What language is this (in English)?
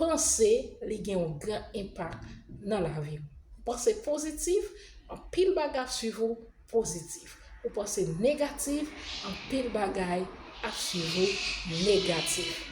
Haitian Creole